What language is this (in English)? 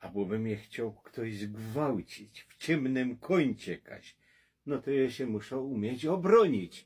Silesian